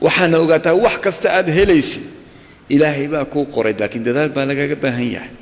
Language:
Somali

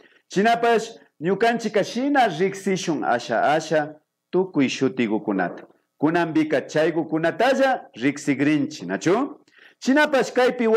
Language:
Imbabura Highland Quichua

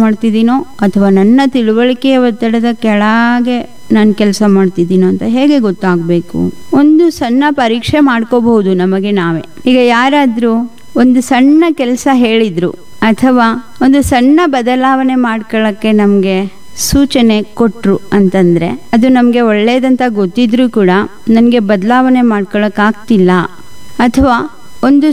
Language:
Kannada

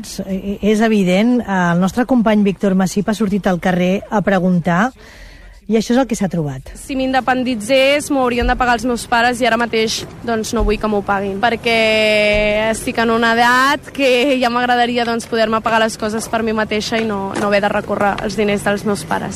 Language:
Catalan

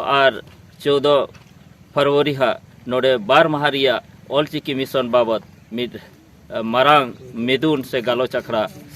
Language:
Santali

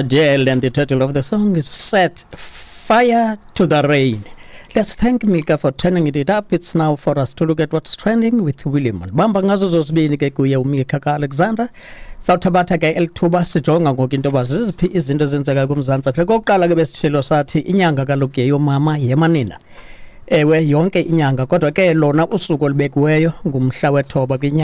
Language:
Xhosa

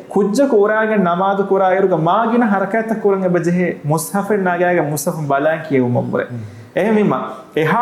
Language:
Divehi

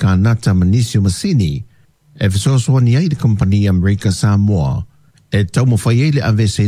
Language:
Samoan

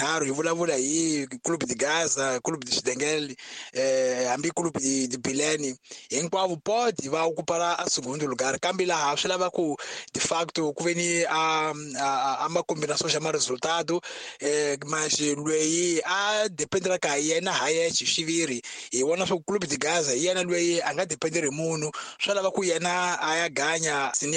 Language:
Tsonga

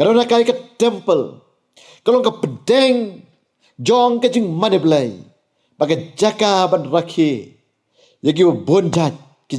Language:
Khasi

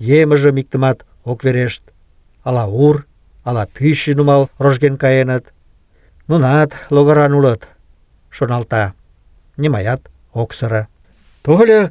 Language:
Mari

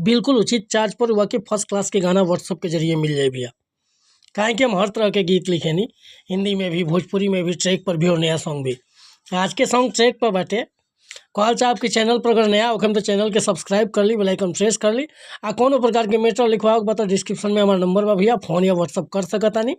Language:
Bhojpuri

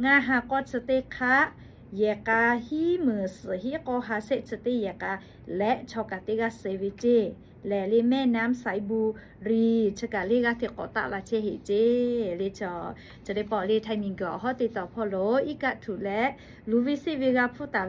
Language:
Lahu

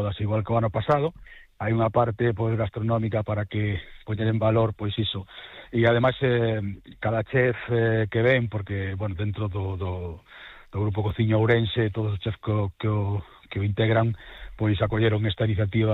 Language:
Galician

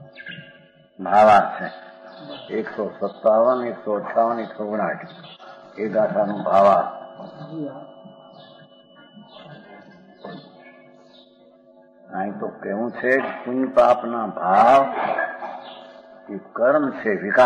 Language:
Gujarati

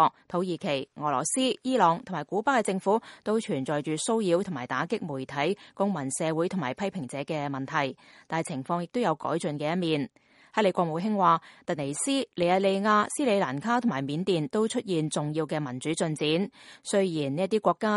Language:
Cantonese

